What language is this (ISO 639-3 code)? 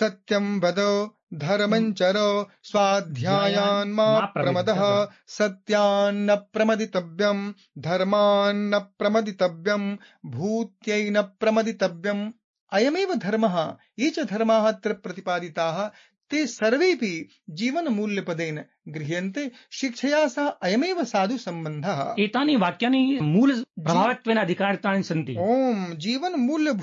san